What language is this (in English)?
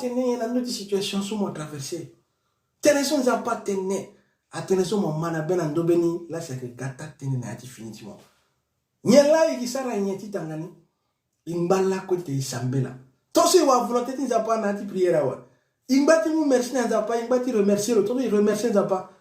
Sango